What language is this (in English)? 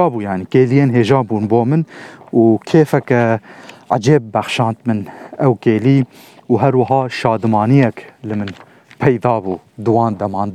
Kurdish